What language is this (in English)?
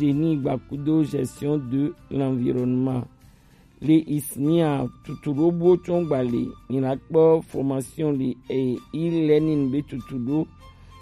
Gen